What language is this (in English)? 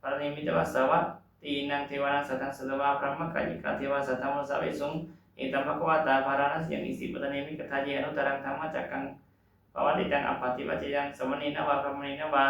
Pali